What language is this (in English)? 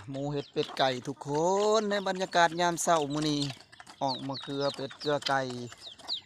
Northeastern Thai